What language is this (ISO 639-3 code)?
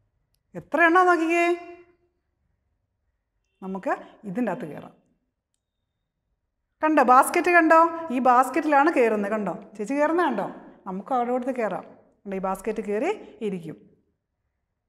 mal